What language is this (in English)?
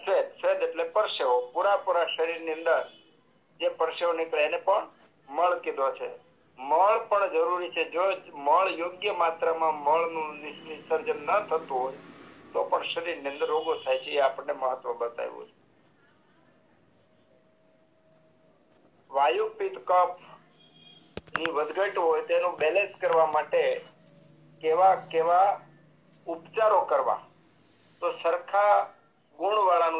Gujarati